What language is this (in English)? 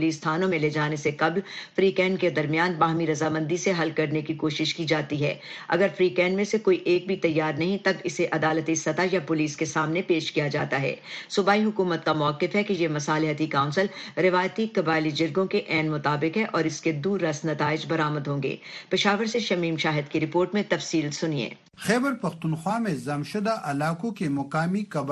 Urdu